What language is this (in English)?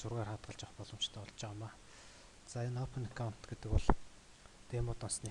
Mongolian